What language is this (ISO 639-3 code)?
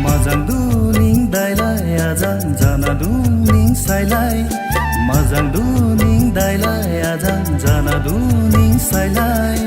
dis